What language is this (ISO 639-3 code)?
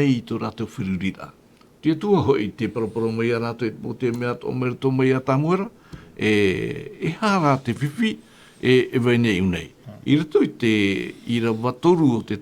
tah